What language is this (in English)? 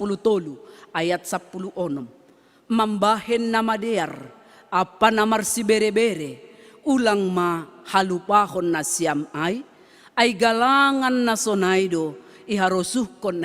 Batak Simalungun